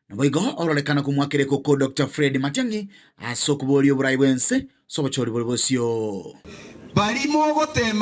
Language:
Gusii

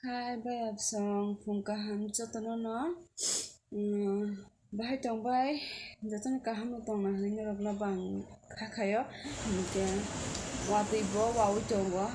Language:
Kok Borok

